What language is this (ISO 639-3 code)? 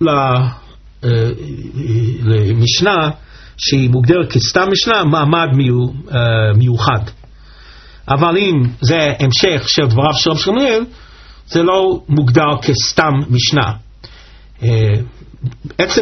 heb